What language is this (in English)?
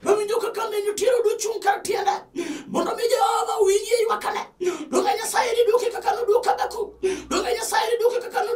Luo (Kenya and Tanzania)